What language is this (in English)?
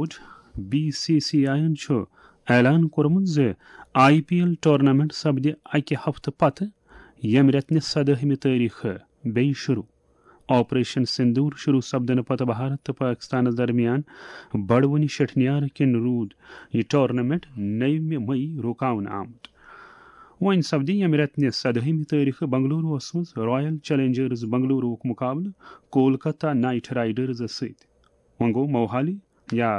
Kashmiri